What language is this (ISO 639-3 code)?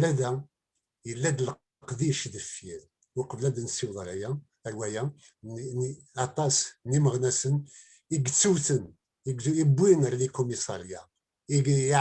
kab